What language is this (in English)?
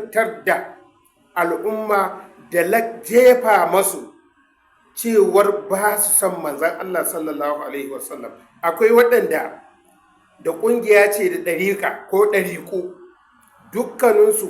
Hausa